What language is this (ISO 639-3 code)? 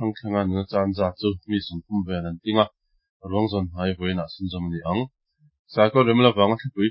lus